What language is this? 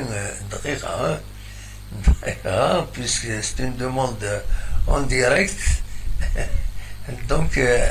Kabyle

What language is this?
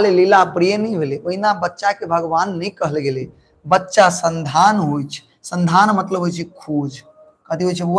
Maithili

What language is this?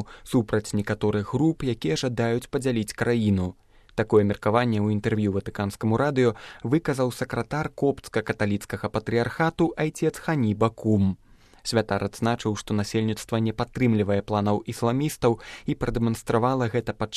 Belarusian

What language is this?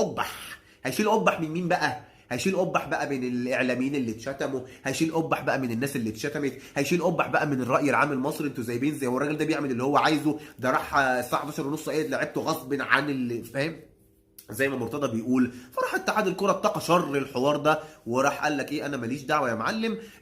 Egyptian Arabic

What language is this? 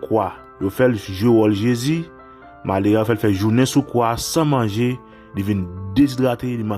Haitian Creole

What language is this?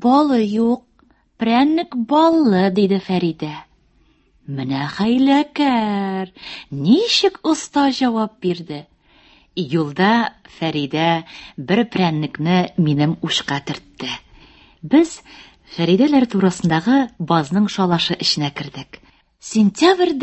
Tatar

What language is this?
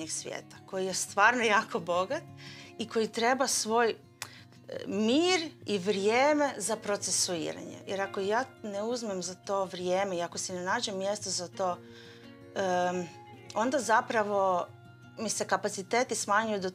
Croatian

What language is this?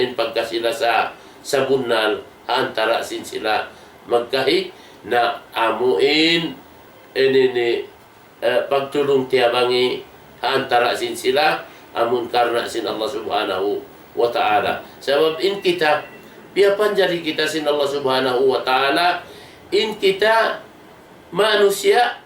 Tausug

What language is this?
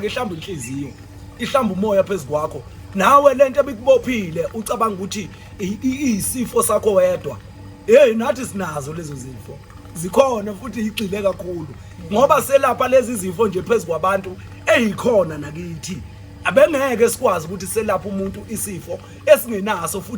Zulu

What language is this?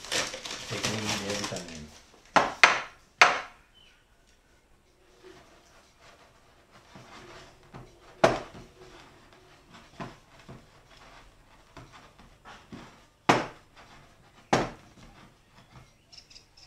Italian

